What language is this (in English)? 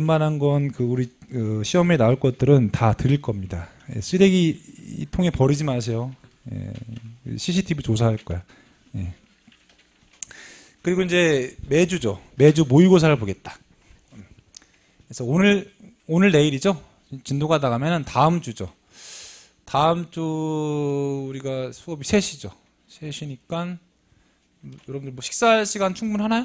Korean